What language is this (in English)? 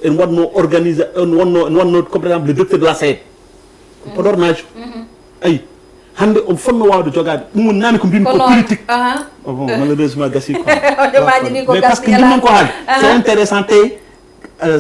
Fula